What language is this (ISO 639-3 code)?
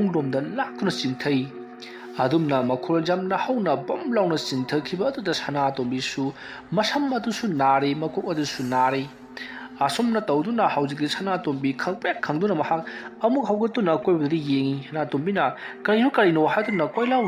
mni